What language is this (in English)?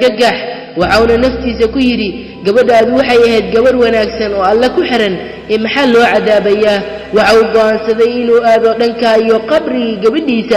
Somali